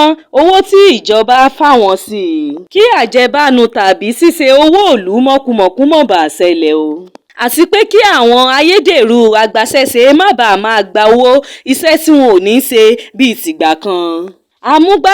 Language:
Yoruba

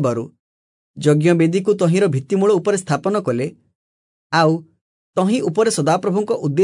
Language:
Odia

